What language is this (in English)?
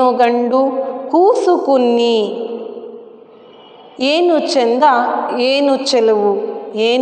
Kannada